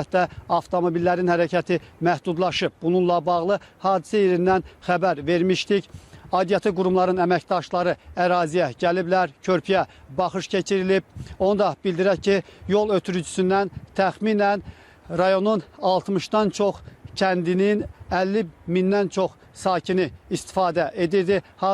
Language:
Azerbaijani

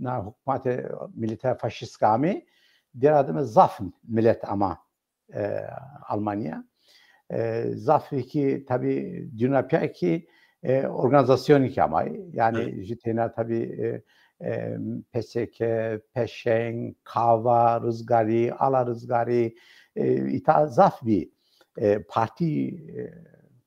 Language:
Zaza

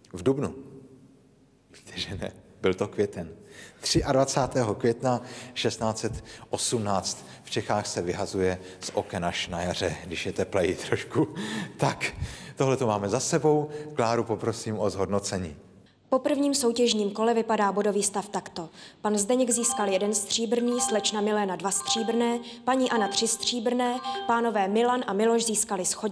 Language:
Czech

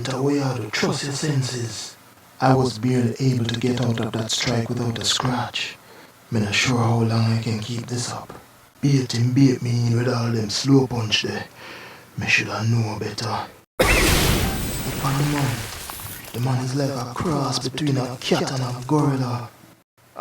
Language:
Jamaican Creole English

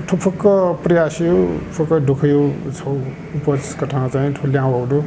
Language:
Newari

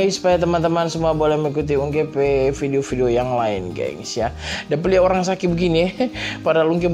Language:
Manado Malay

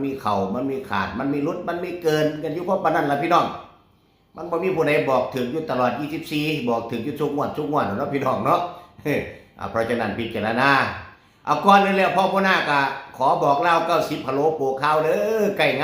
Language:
Northeastern Thai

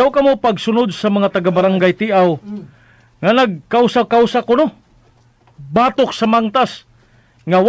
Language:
Cebuano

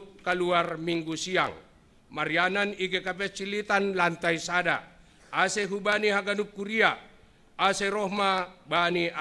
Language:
Batak Simalungun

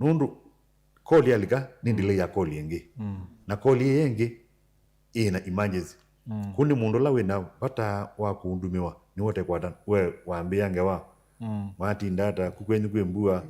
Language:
Kamba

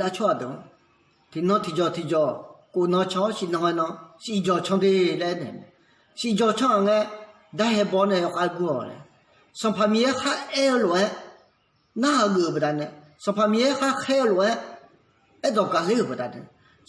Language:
Akha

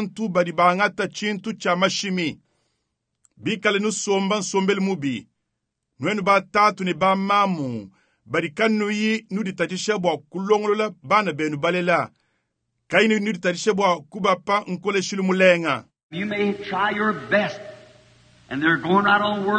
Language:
Luba-Lulua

